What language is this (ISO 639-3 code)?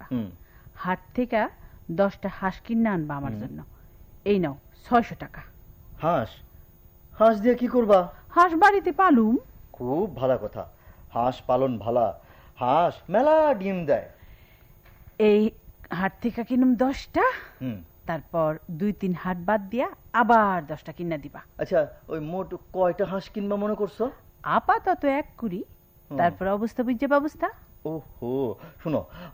ben